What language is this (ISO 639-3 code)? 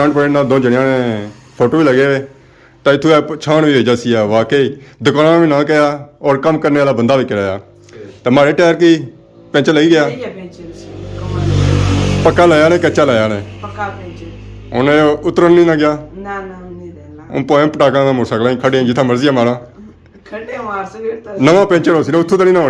phr